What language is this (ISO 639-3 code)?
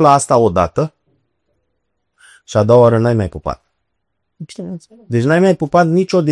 ron